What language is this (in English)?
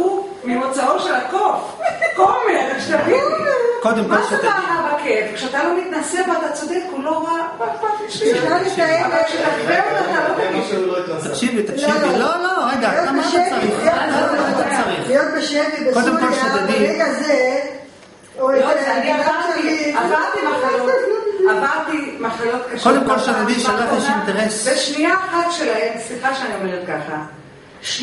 Hebrew